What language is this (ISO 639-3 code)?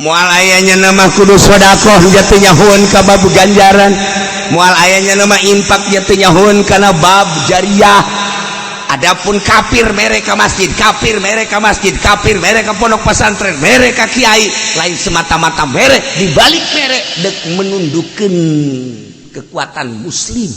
sun